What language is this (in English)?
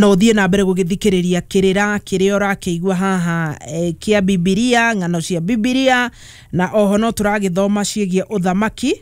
Kikuyu